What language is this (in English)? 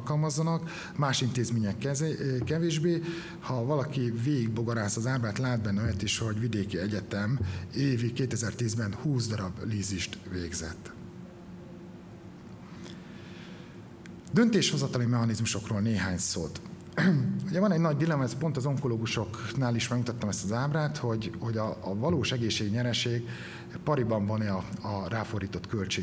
Hungarian